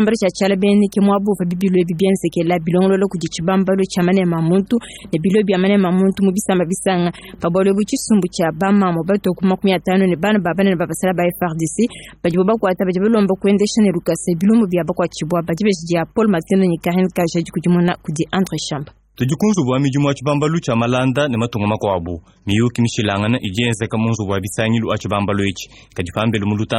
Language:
Luba-Lulua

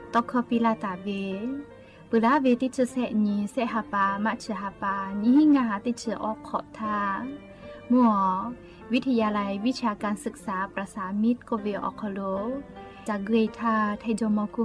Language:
Lahu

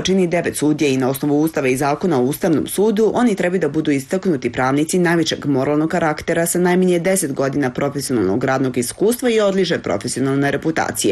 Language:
Serbian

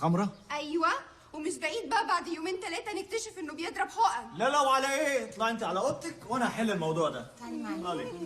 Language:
Egyptian Arabic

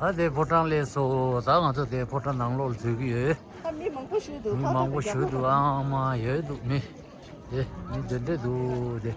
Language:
Tibetan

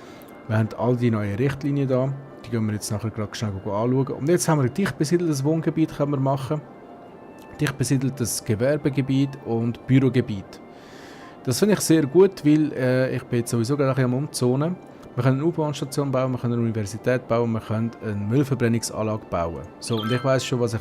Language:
Swiss German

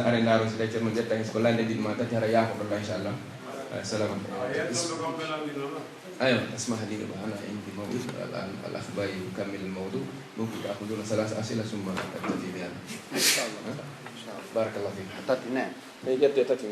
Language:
Pular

